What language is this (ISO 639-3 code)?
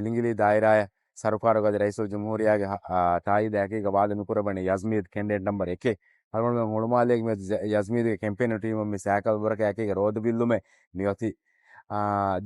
div